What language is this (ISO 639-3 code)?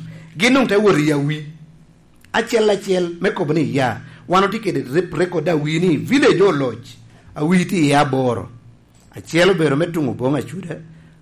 laj